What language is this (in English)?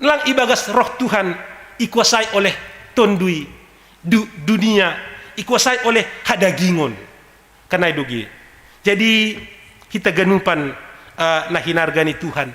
Batak Simalungun